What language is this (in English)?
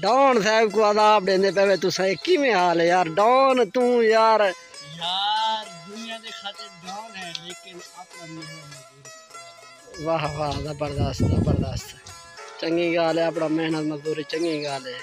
Saraiki